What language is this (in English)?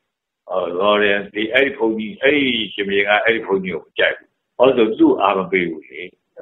Burmese